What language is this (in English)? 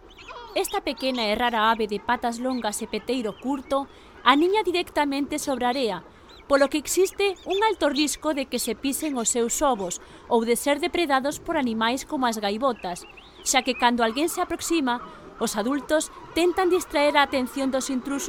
Galician